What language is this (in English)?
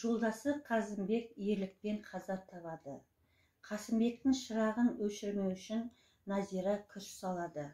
Kazakh